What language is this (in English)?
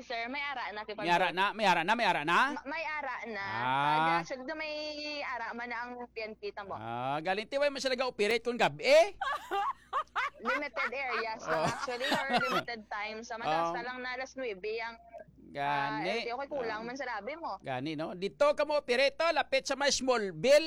Hiligaynon